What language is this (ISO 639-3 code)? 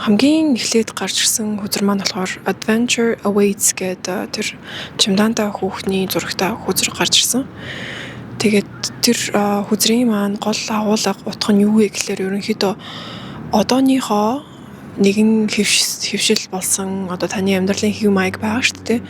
mon